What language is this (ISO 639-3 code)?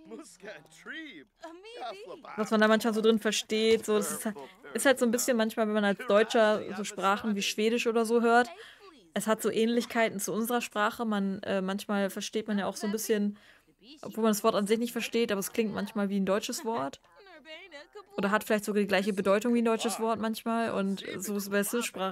deu